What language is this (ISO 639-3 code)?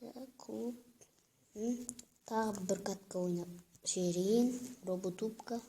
kaz